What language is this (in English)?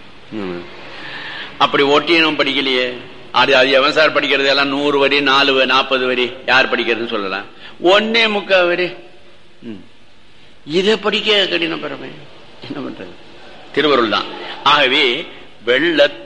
Tamil